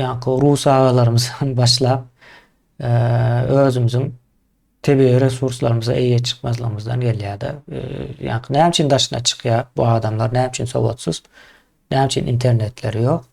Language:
Turkmen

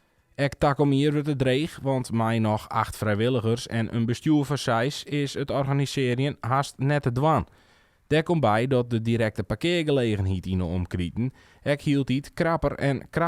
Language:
Western Frisian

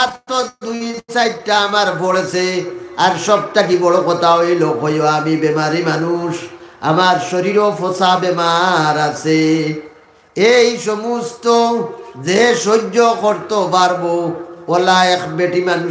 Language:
Sylheti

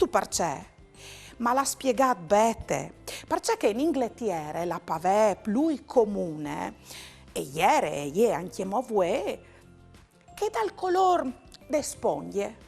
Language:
Friulian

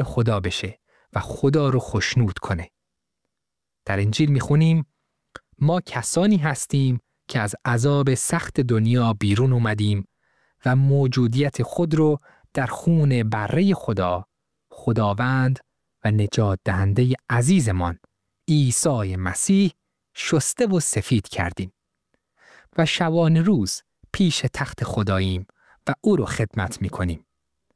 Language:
Persian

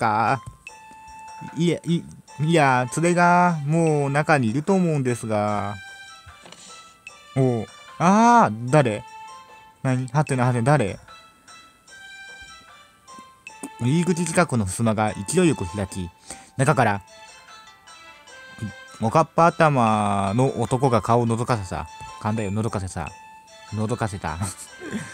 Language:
Japanese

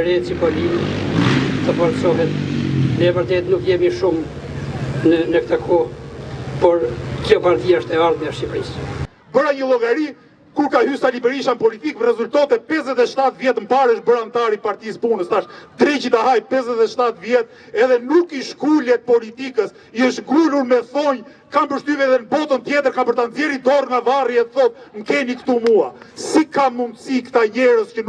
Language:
Albanian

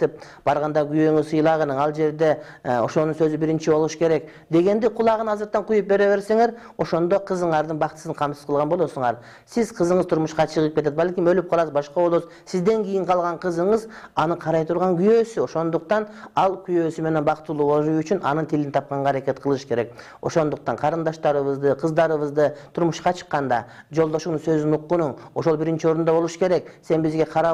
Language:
Kyrgyz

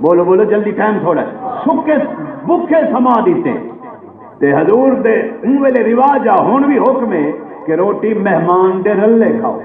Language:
Saraiki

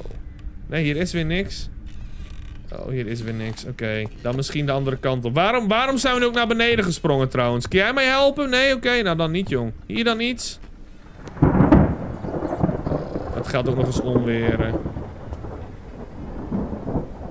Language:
Dutch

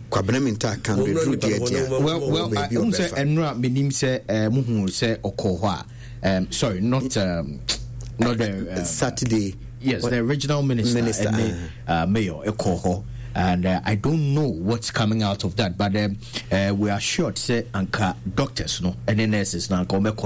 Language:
Akan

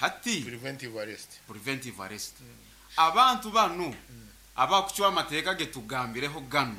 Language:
Nyoro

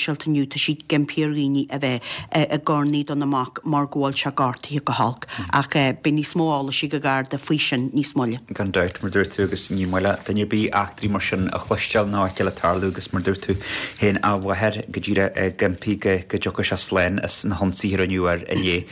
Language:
Irish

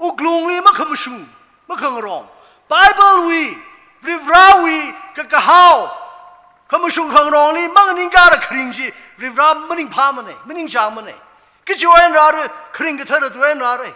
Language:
Tangkhul Naga (India)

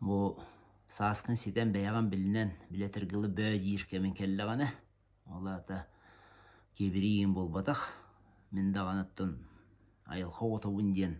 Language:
Yakut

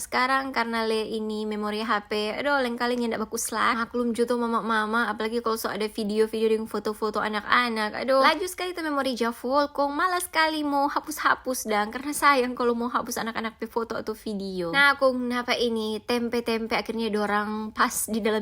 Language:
Manado Malay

